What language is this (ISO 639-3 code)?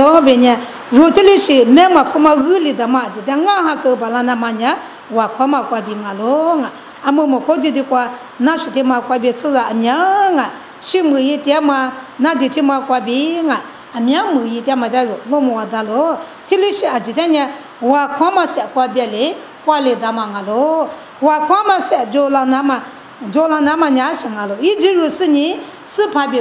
lis